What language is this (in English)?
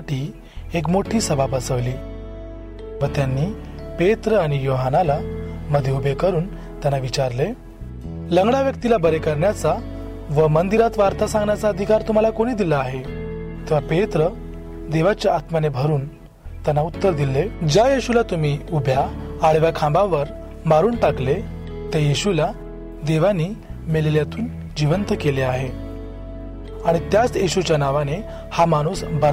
Marathi